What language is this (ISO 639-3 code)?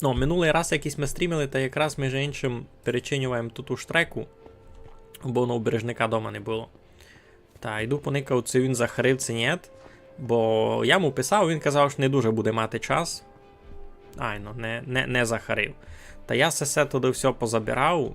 rue